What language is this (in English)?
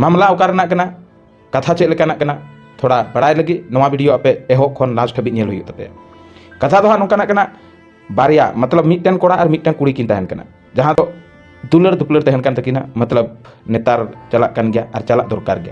Santali